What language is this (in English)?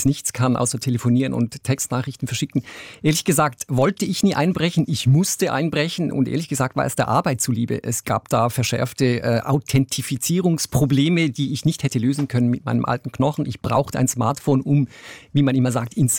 German